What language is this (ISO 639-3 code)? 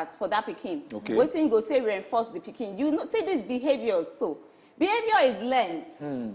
pcm